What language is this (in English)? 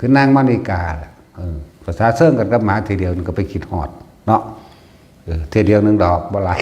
Northeastern Thai